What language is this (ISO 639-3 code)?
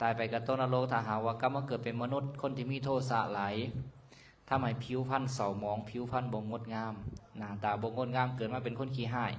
lao